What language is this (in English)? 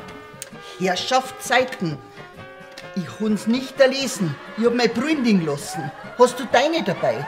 Bavarian